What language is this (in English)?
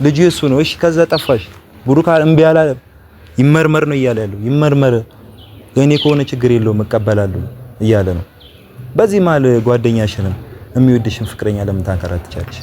Amharic